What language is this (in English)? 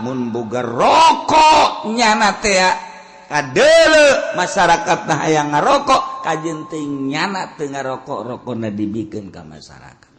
Sundanese